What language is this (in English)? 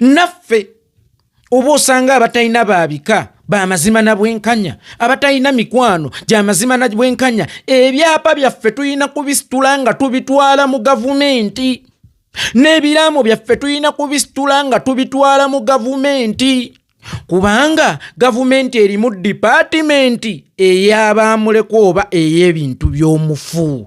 Ganda